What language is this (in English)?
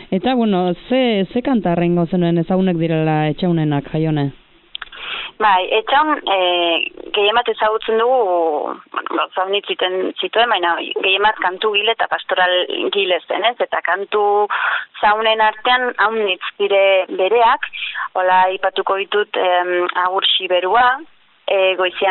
Basque